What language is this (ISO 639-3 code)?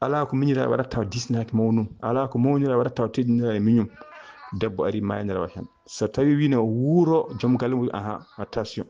ful